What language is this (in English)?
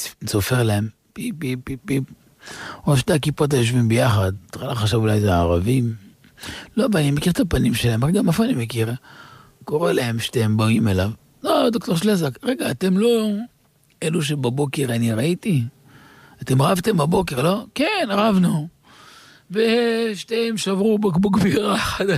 Hebrew